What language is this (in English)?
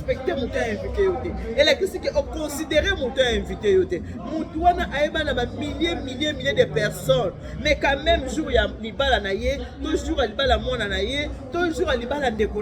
Lingala